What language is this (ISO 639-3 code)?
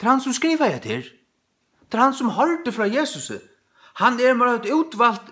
fao